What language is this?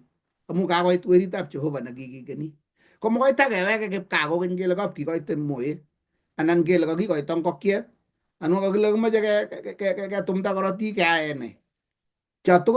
Kalenjin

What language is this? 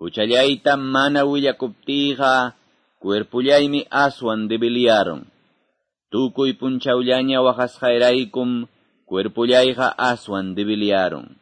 Quechua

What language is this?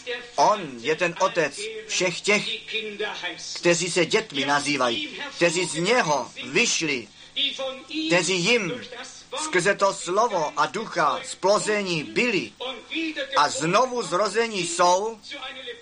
Czech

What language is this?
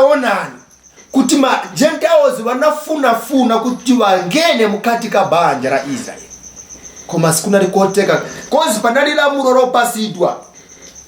Nyanja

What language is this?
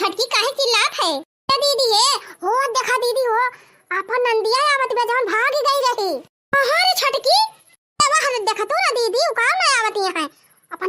Awadhi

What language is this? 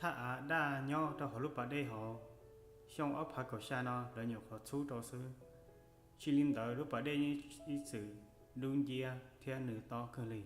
Hmong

